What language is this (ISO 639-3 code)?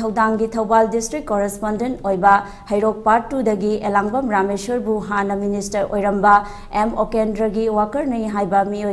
mni